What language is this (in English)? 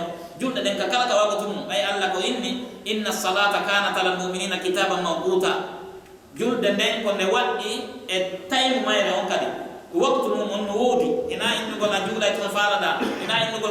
Pular